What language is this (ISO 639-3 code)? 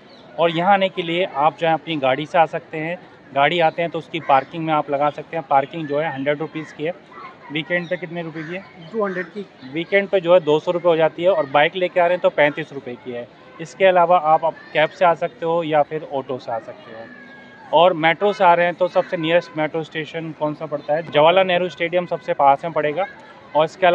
hin